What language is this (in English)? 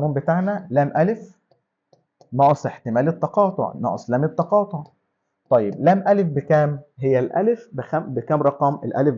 Egyptian Arabic